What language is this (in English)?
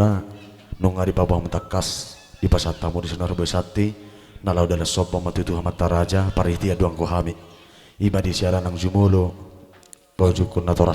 Batak Toba